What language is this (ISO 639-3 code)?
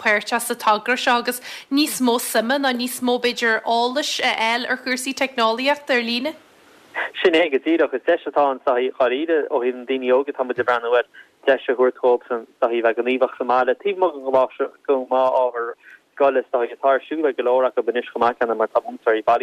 gle